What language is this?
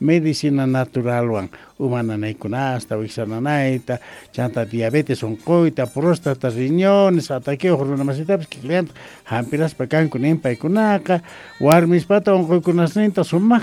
South Bolivian Quechua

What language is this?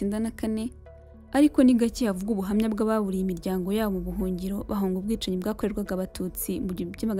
Kinyarwanda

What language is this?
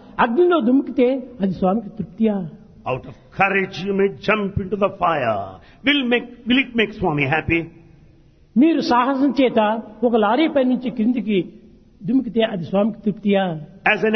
Telugu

